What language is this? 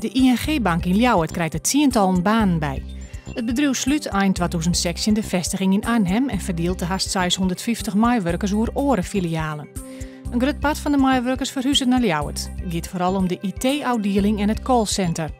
Western Frisian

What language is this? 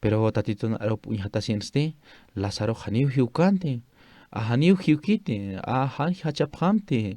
Aymara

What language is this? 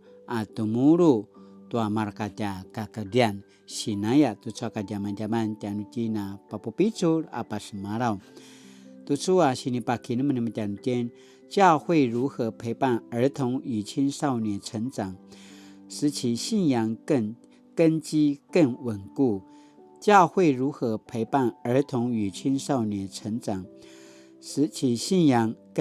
Paiwan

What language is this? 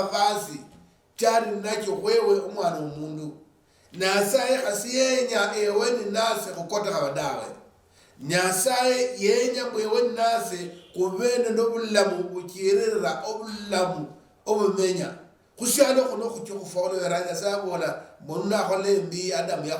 Luyia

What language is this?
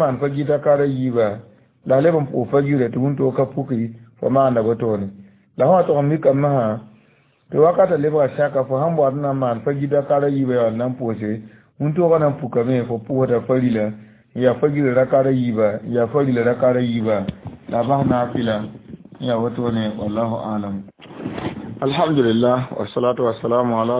Mossi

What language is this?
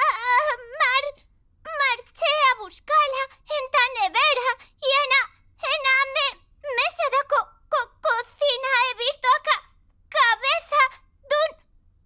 Aragonese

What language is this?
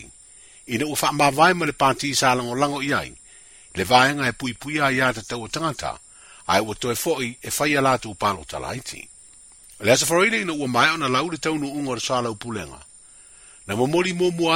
Samoan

